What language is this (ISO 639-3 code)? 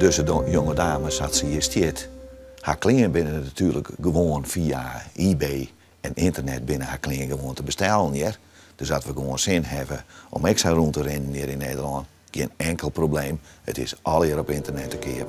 fry